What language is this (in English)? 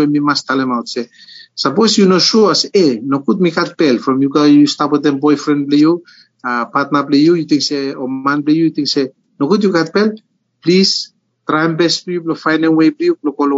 Bislama